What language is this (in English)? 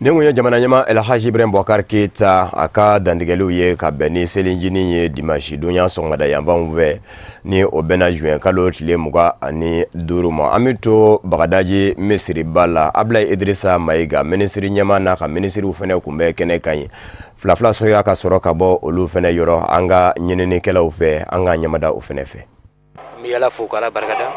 Bambara